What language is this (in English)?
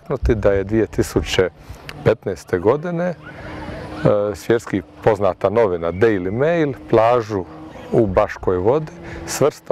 Croatian